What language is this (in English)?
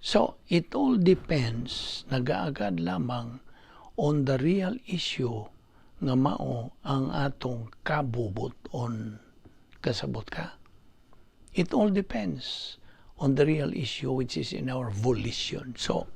Cebuano